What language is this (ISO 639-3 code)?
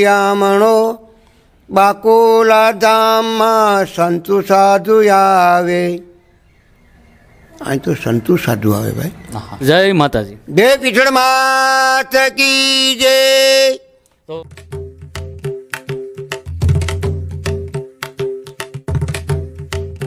guj